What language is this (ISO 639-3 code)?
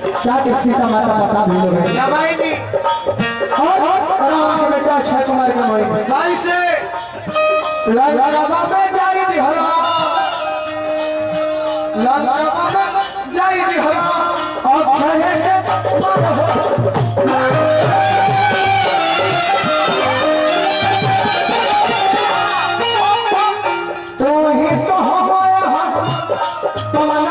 bho